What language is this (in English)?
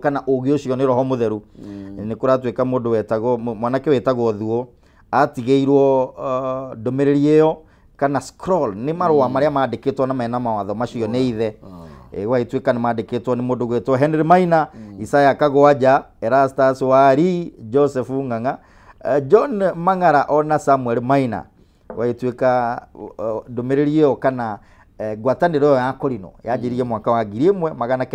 Kikuyu